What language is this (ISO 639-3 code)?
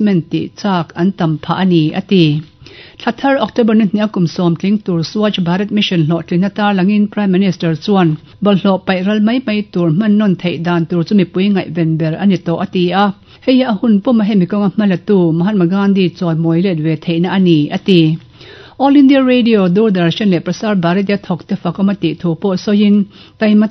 lus